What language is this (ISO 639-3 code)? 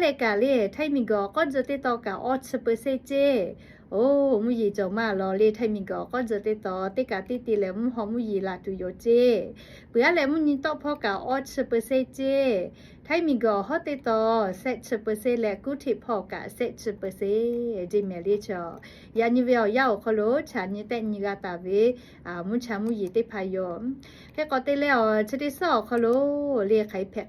lhu